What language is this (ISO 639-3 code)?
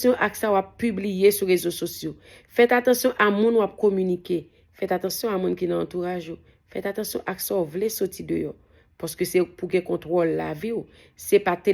hat